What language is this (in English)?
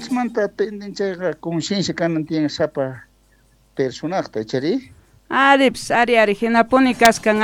South Bolivian Quechua